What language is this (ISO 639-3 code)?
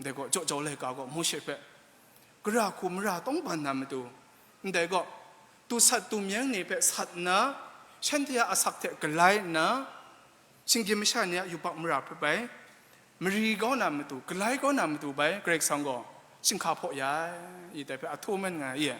kac